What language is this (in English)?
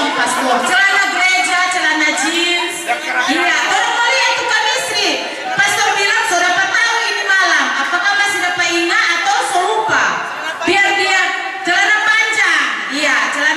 Manado Malay